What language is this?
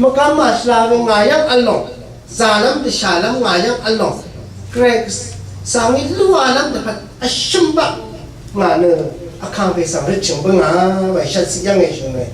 Rawang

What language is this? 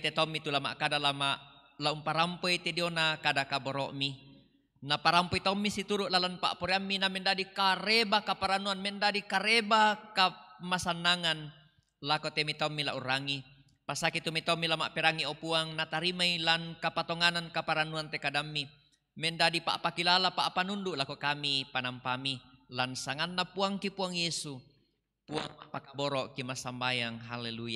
Toraja-Sa'dan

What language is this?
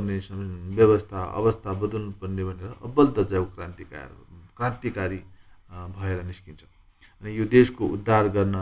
Nepali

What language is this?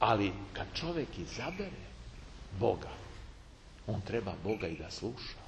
Serbian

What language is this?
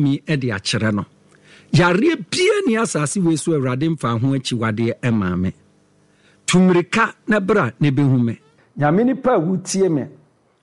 Akan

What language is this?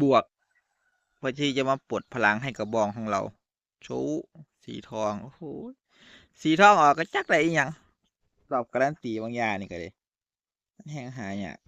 Northeastern Thai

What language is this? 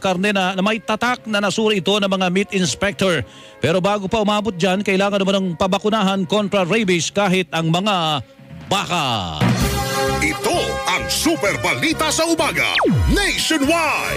Filipino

